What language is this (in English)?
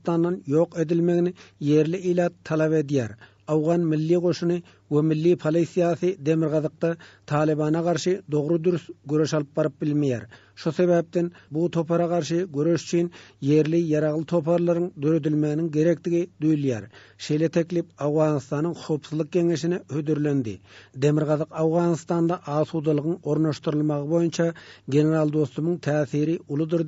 Turkmen